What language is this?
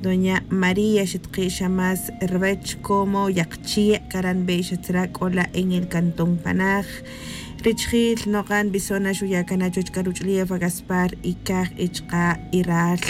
Tz'utujil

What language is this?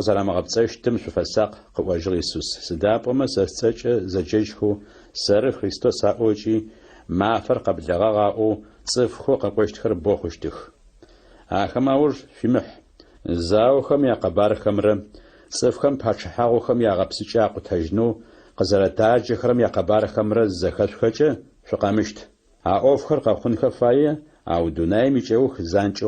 Adyghe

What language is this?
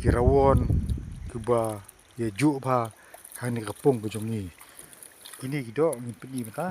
Khasi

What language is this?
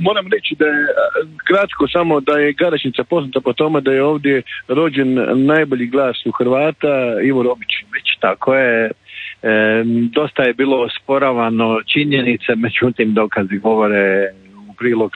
Croatian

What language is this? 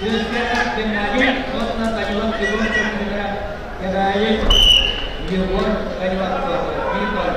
Yakut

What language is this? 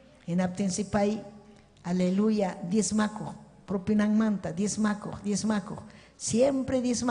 Ayacucho Quechua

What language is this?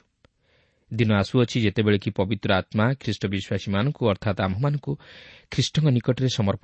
Odia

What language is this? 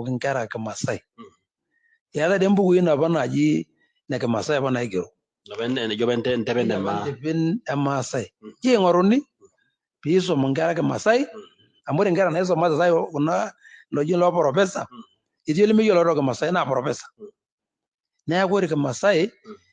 Masai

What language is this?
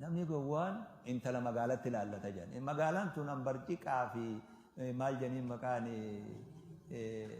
Oromo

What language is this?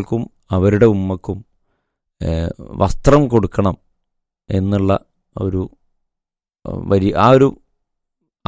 Malayalam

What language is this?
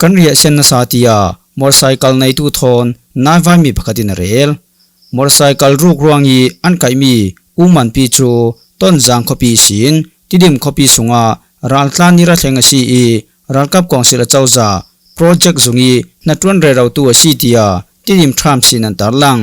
Falam Chin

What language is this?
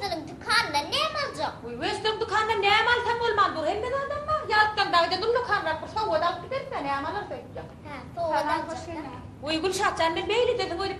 Turkmen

